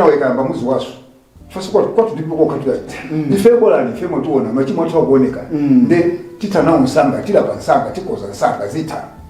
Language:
Nyanja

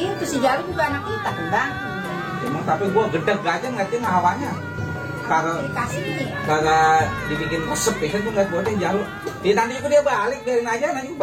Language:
Betawi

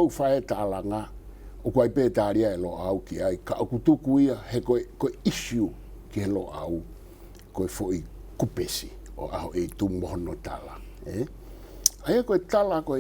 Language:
Tongan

